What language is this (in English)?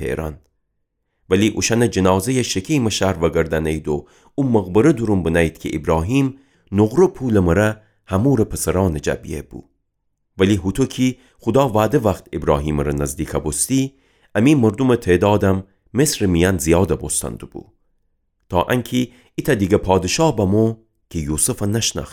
Gilaki